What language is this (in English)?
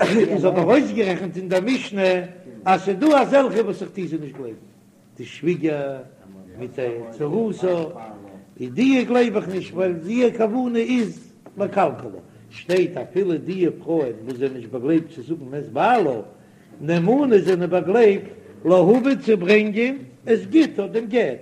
Yiddish